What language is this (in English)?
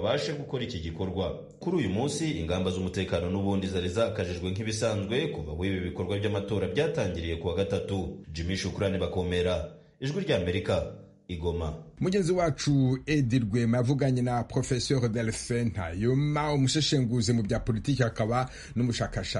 Kinyarwanda